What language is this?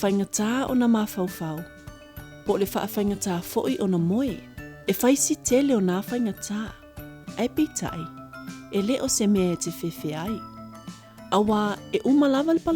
Samoan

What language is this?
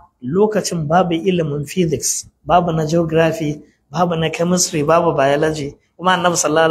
Hausa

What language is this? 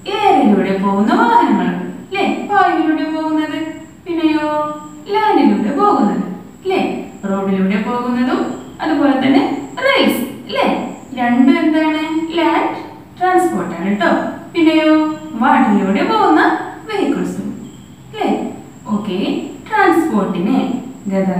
Malayalam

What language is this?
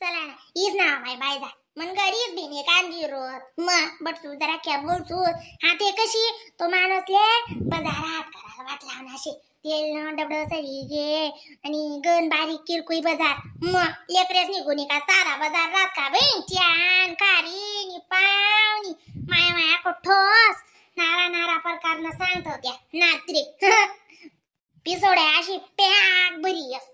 Khandesi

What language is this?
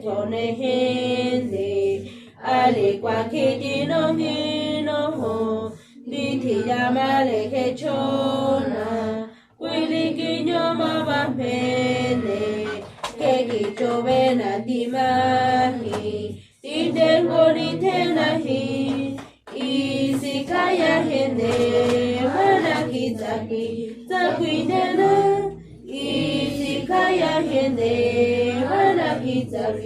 San Jerónimo Tecóatl Mazatec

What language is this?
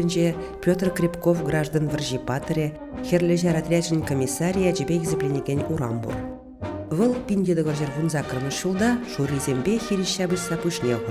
Chuvash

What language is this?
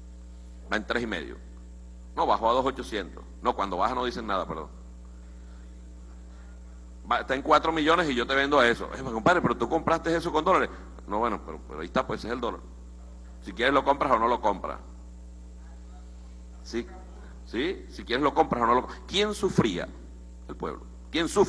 Spanish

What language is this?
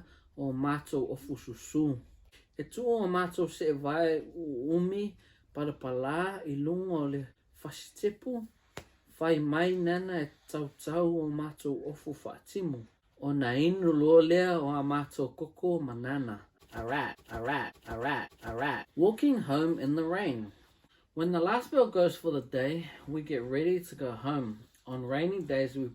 Samoan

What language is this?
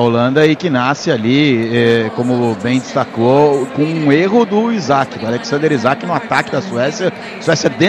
Portuguese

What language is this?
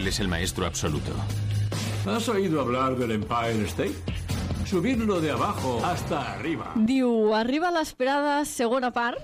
Catalan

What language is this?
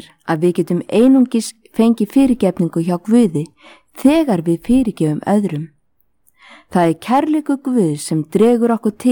Icelandic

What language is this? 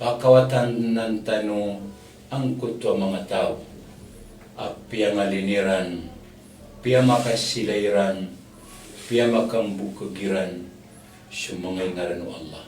Maranao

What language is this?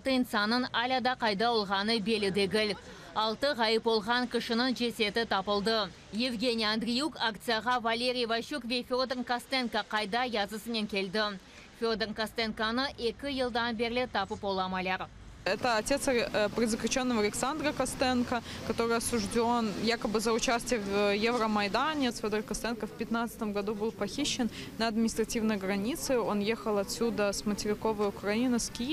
Crimean Tatar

